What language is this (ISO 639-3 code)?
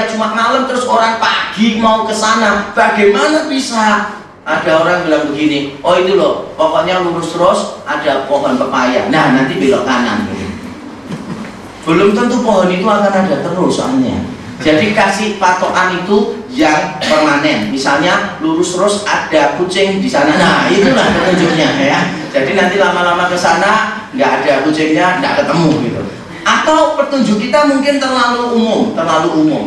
ind